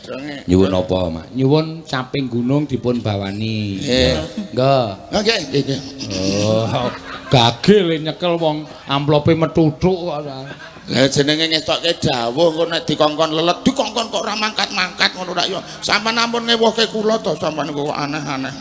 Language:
Javanese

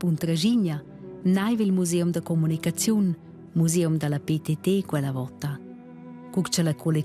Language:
Romansh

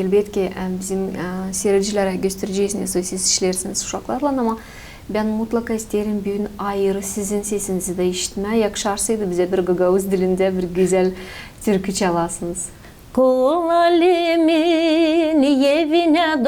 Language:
Gagauz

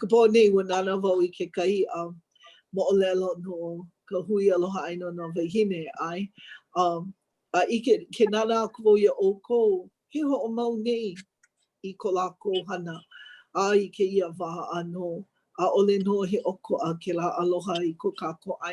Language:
Hawaiian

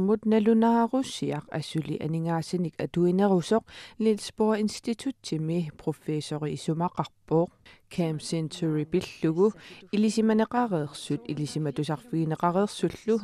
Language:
Kalaallisut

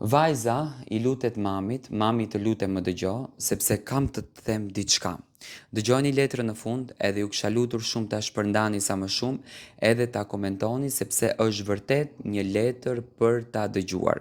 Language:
Albanian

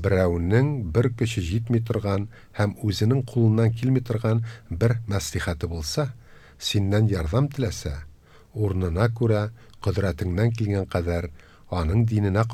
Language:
Tatar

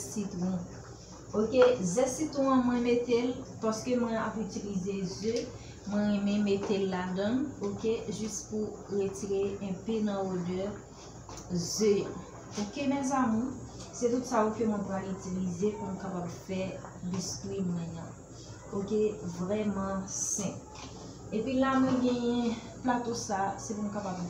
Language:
Haitian Creole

